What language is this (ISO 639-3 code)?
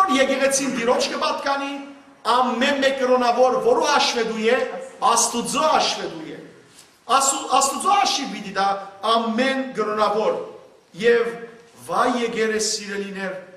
hyw